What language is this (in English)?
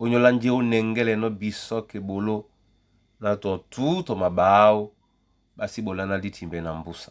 Duala